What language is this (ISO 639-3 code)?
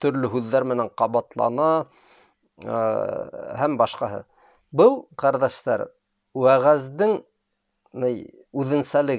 bak